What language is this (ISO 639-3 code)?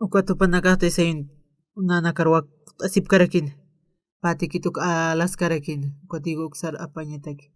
aym